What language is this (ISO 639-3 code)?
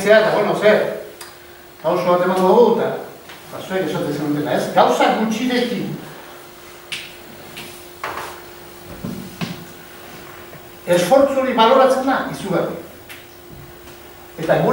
eus